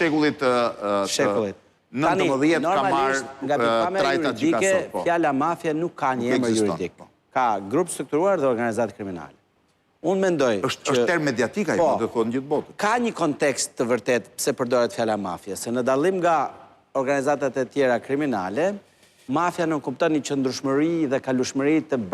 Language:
Albanian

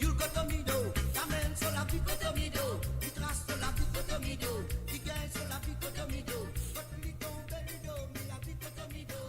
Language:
Morisyen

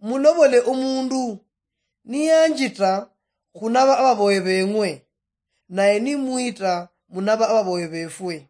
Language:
Luyia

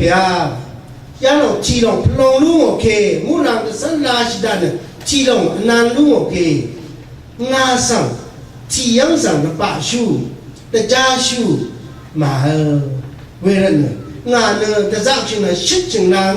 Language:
Rawang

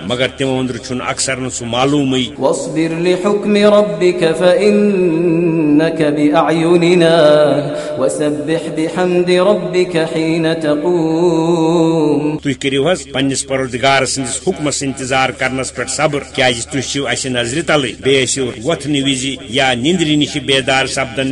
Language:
Kashmiri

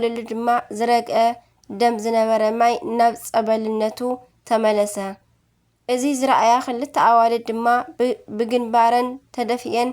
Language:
Tigrinya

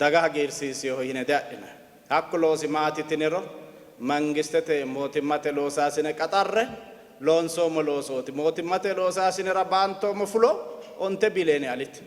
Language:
Sidamo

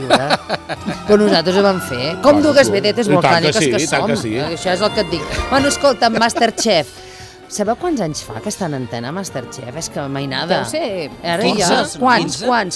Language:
Catalan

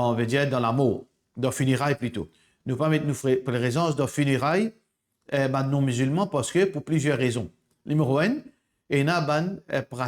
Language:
Morisyen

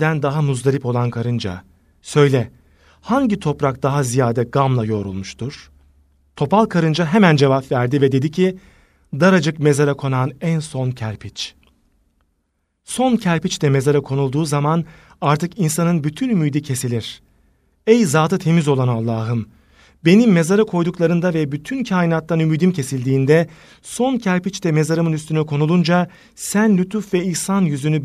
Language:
Turkish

